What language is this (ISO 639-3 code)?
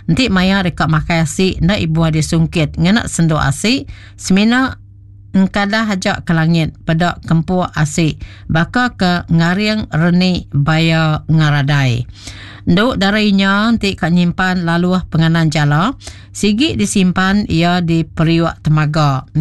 iba